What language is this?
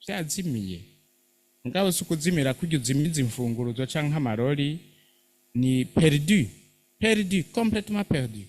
Rundi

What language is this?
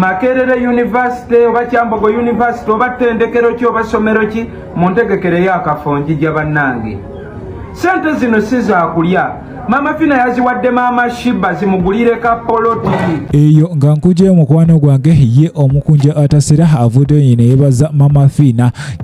Ganda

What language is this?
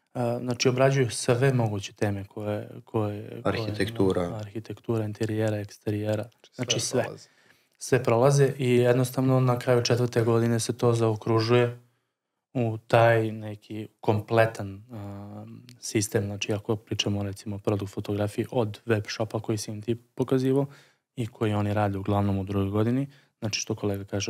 Serbian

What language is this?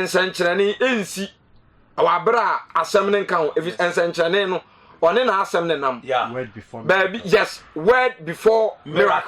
Akan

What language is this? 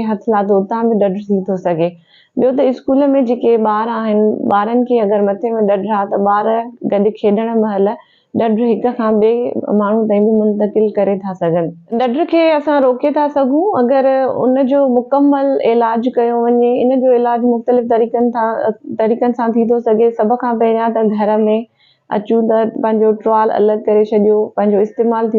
Sindhi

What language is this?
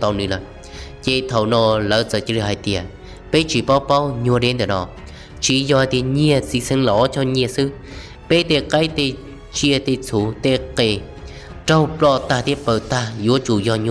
Hmong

